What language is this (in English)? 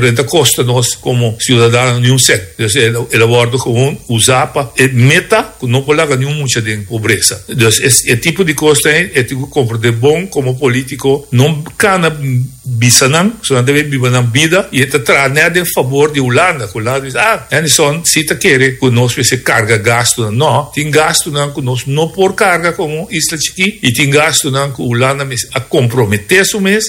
Papiamento